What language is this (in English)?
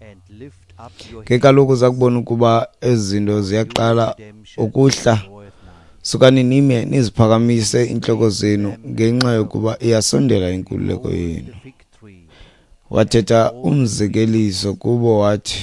Xhosa